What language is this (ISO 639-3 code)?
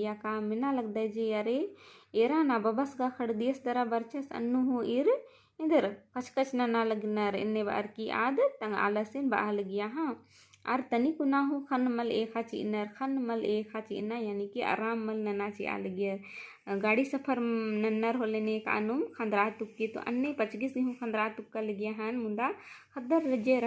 kru